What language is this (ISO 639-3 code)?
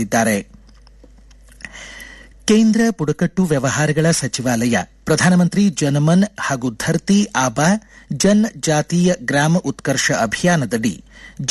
kan